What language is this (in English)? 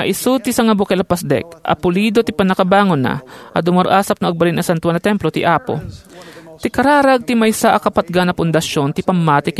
Iloko